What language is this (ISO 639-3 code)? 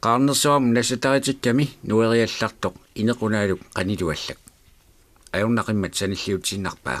kal